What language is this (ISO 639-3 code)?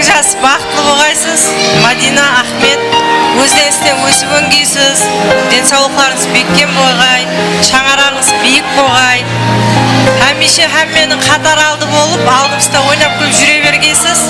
kaa